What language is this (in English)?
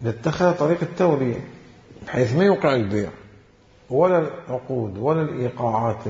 Mesopotamian Arabic